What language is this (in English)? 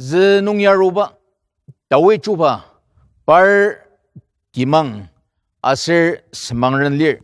Ao Naga